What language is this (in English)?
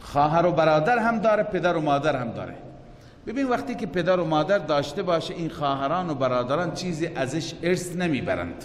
Persian